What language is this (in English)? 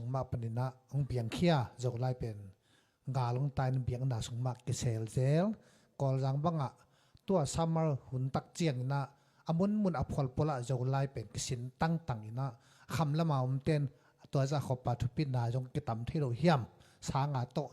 Tedim Chin